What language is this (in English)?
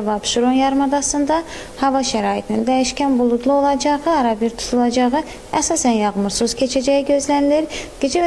Azerbaijani